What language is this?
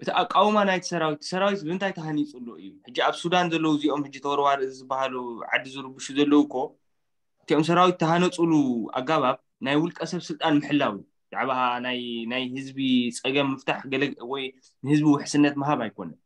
Tigrinya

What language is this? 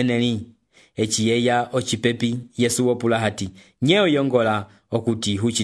Umbundu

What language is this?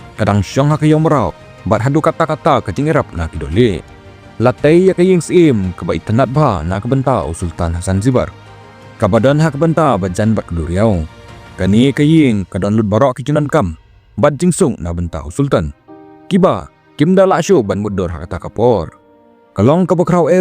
Khasi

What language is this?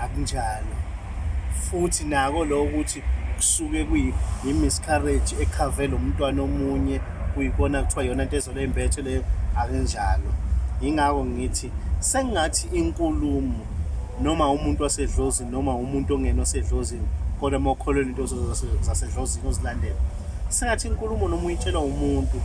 Zulu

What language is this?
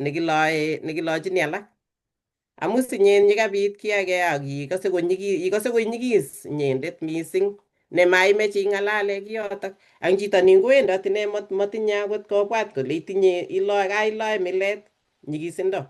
Kalenjin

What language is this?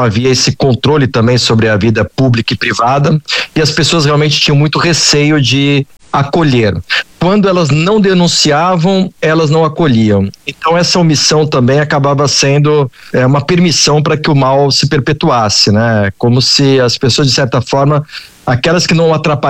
Portuguese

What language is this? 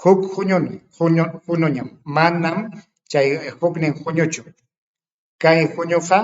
Ayacucho Quechua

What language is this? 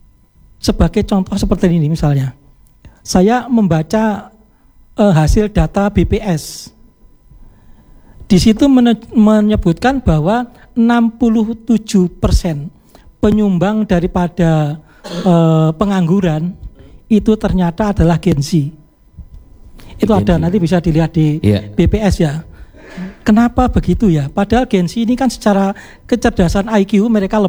Indonesian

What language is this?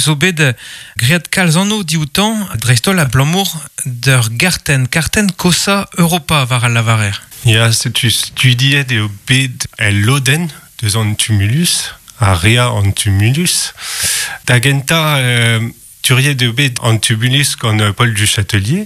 Breton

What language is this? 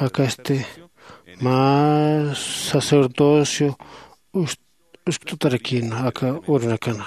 Aymara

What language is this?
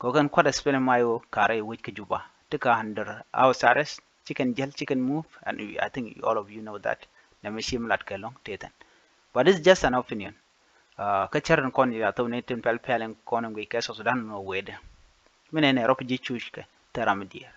Nuer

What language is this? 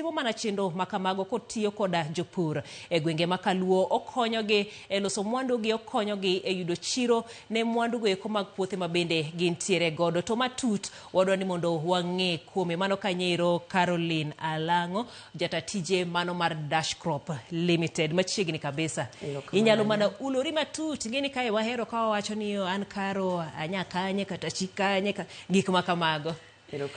Luo (Kenya and Tanzania)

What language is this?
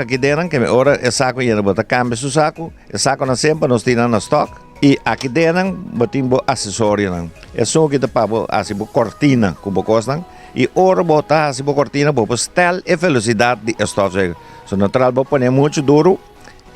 Papiamento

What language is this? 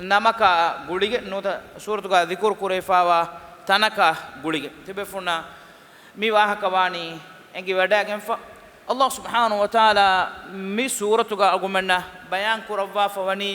Divehi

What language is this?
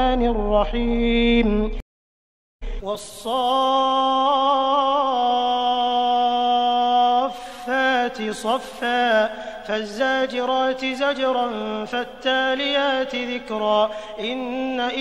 Arabic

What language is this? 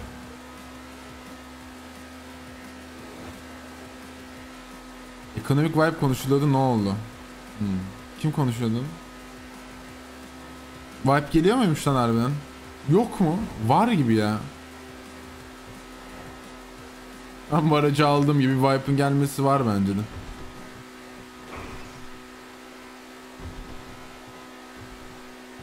Turkish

